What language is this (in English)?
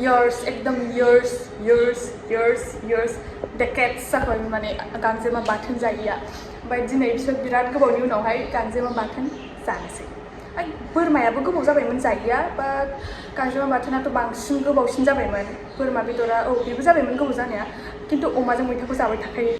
Bodo